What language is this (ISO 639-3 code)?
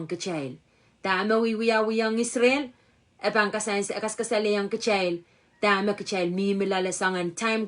pon